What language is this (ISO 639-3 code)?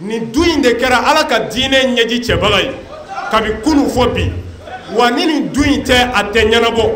bam